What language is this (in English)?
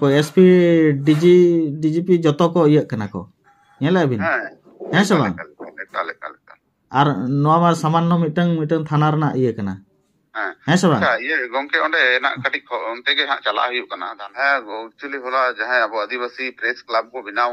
Santali